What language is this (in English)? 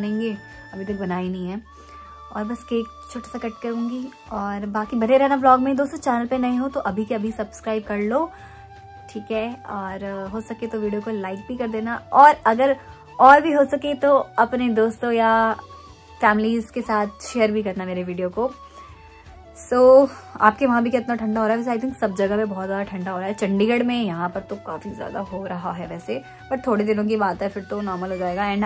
Hindi